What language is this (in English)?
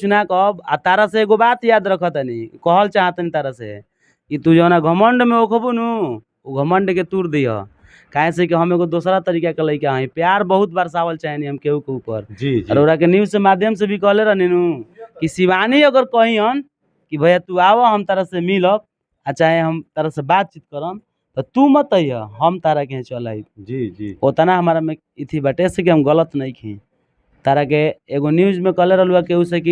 Bhojpuri